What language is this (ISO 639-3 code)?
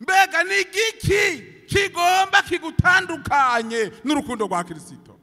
run